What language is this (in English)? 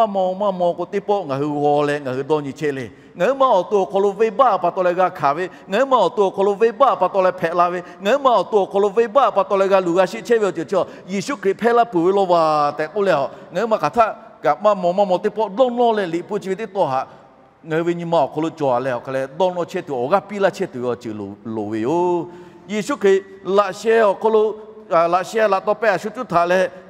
Lahu